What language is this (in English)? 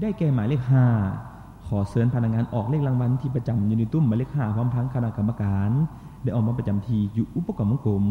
Lao